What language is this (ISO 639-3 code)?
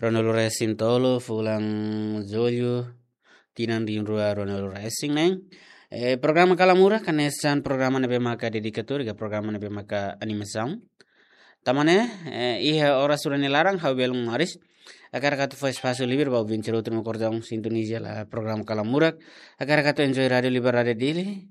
tet